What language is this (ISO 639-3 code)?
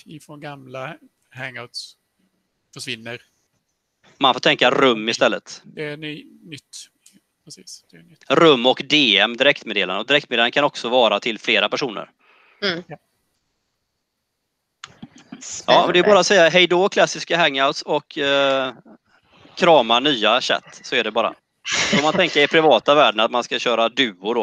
swe